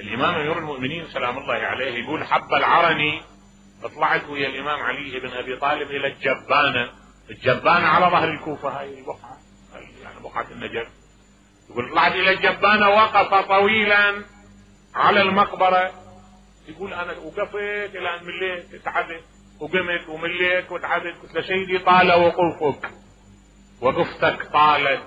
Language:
Mesopotamian Arabic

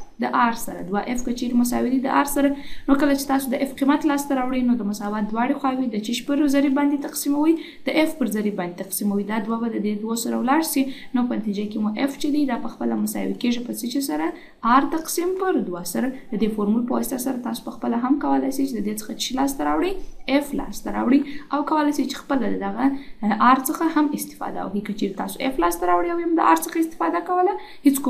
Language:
Pashto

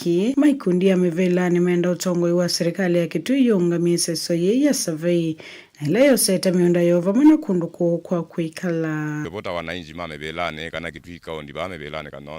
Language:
Kamba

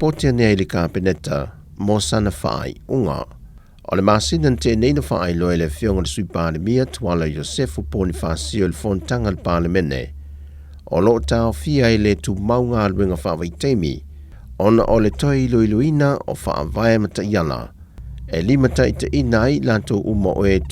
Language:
Samoan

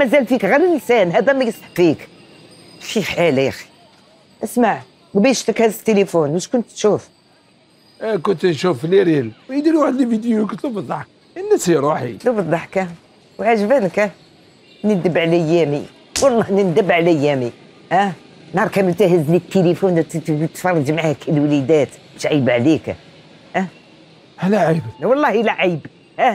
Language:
Algerian Arabic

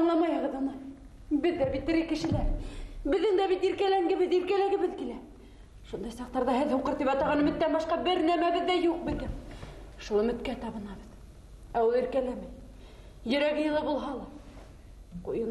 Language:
Bashkir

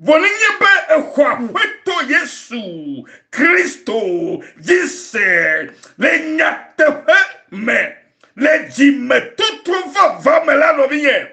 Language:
Ewe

